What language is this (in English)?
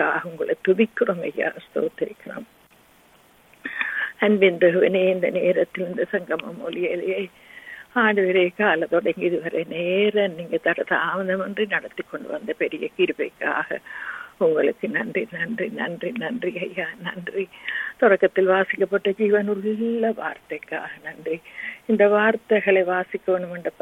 Tamil